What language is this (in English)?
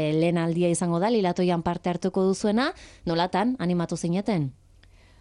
Basque